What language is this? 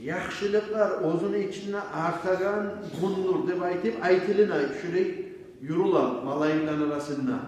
Kumyk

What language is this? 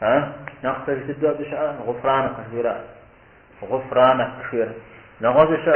Kabardian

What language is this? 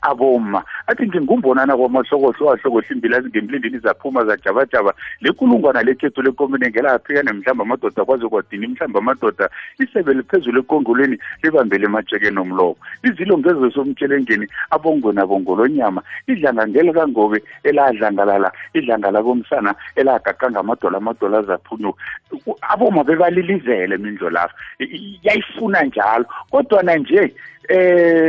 South Ndebele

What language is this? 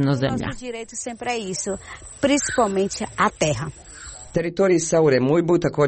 Serbian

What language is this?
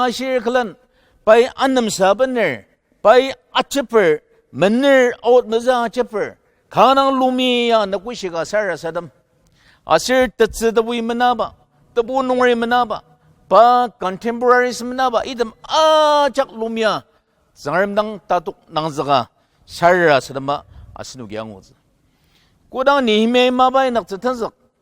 Ao Naga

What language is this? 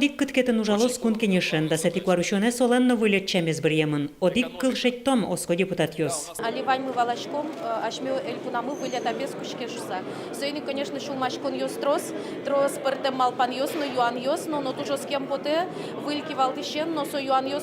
Udmurt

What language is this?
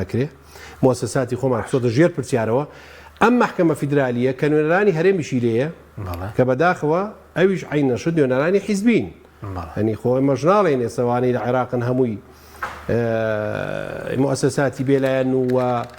Central Kurdish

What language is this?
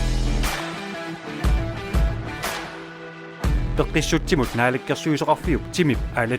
Kalaallisut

